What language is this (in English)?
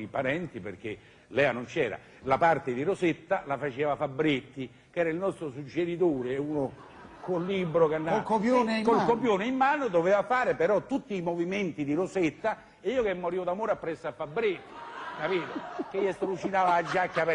Italian